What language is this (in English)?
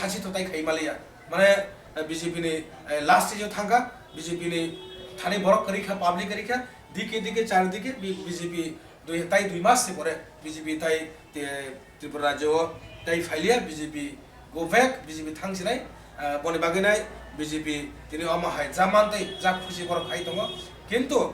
Kok Borok